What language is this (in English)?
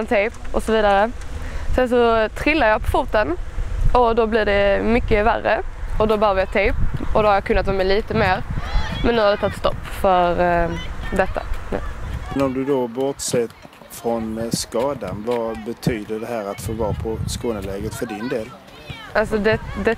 Swedish